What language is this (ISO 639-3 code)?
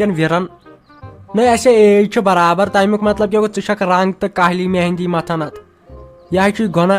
kas